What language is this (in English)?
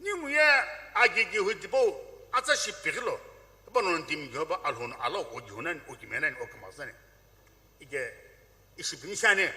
Sumi Naga